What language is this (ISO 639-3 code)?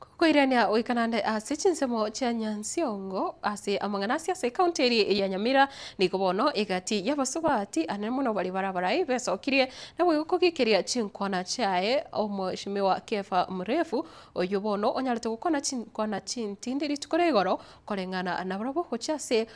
guz